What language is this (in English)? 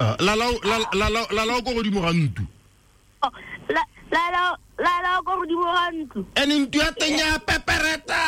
Tswana